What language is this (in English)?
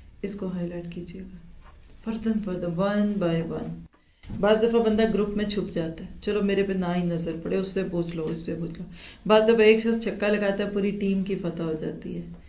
Urdu